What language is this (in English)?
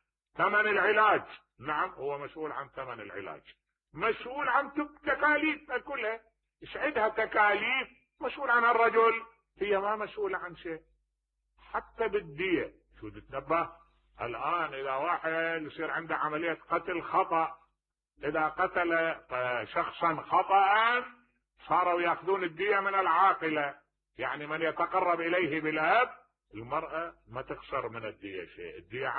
Mesopotamian Arabic